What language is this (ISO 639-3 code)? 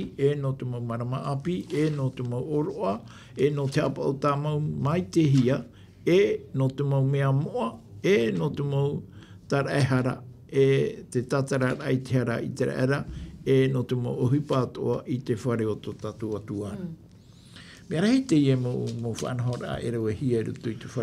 tah